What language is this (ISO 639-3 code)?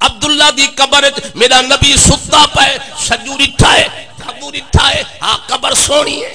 skr